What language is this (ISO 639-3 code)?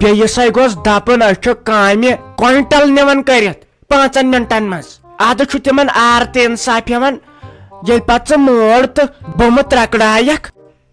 kas